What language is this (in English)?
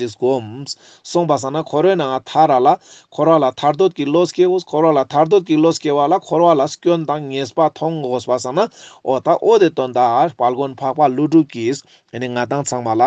Ladakhi